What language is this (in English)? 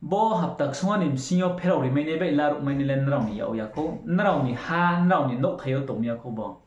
Riang (India)